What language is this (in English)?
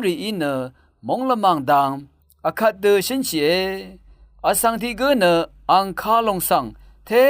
Rawang